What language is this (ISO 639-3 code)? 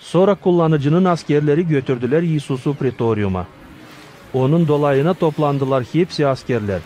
gag